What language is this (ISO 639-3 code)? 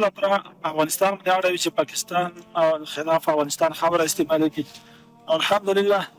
pus